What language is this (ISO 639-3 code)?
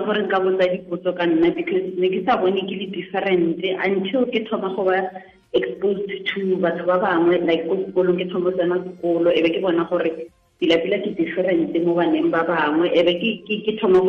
tsn